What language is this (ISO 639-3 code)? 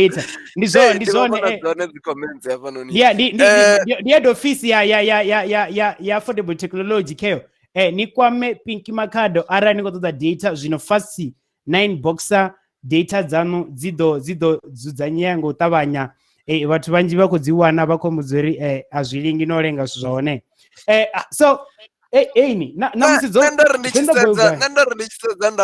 ven